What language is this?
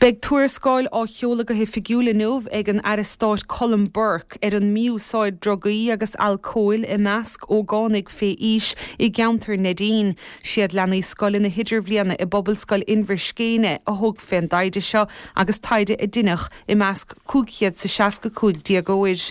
Irish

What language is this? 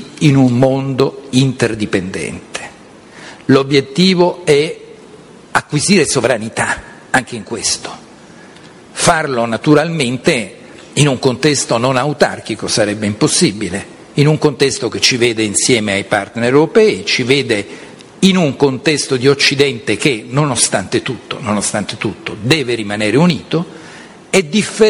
Italian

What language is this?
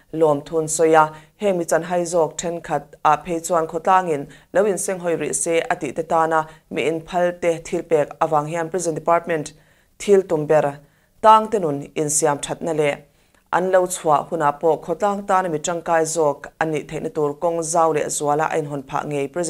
Mizo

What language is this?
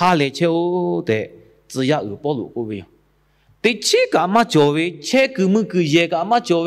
Lahu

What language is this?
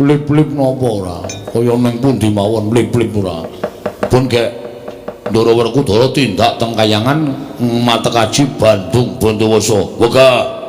Javanese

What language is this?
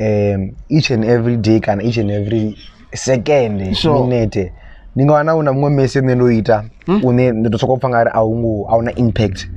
Venda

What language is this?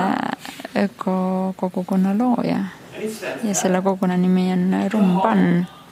Estonian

